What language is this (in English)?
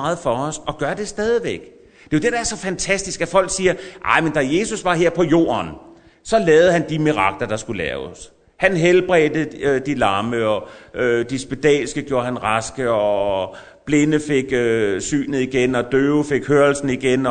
Danish